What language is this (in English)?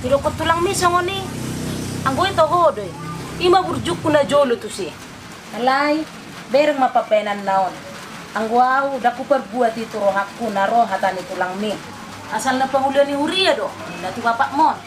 Batak Toba